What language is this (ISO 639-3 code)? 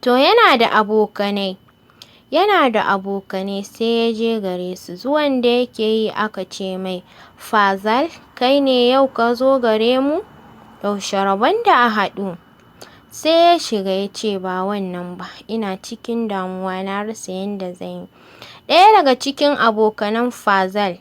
hau